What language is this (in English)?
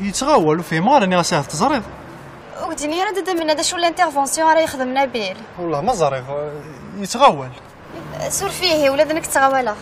Kabyle